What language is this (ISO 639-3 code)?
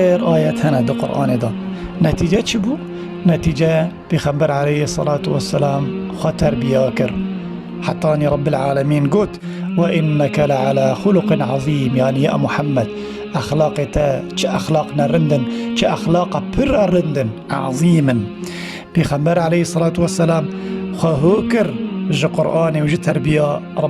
kur